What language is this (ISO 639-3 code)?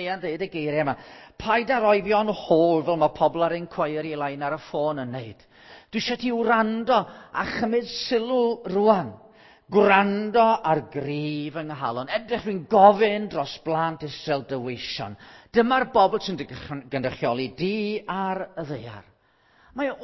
cym